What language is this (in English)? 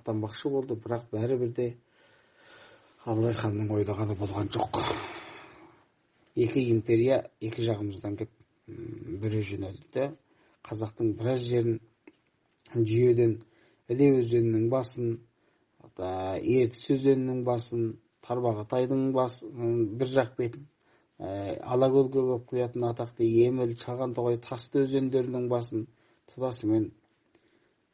Kazakh